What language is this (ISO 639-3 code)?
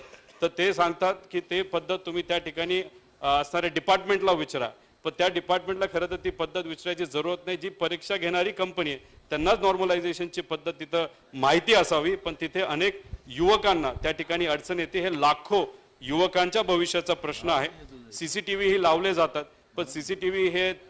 mar